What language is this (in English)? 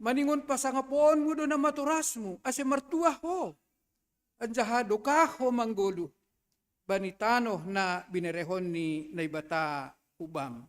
Batak Simalungun